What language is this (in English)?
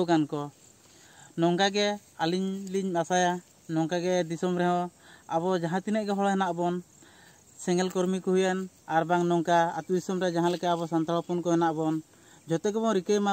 Santali